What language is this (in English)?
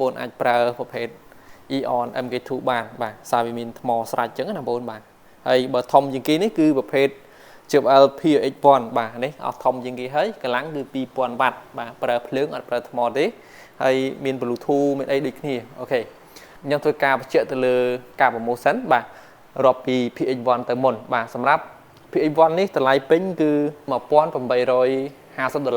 Khmer